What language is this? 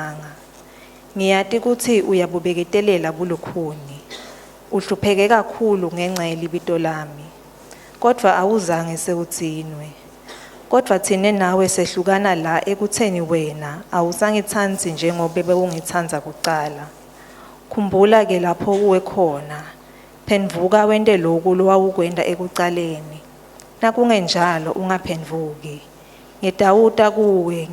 Swati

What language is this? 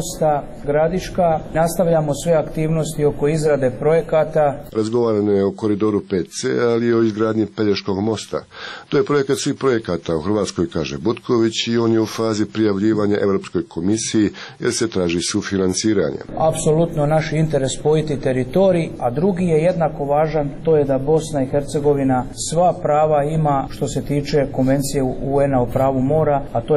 Croatian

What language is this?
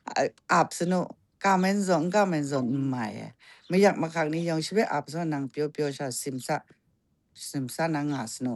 Kachin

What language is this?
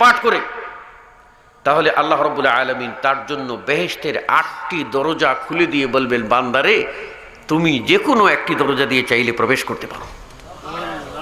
Bangla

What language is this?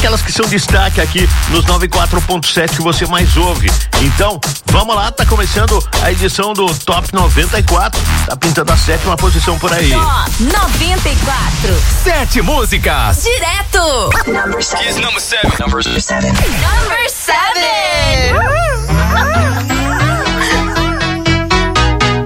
Portuguese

